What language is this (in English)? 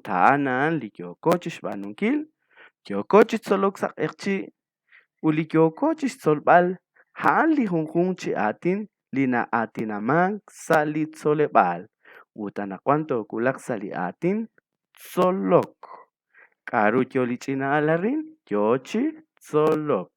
Kekchí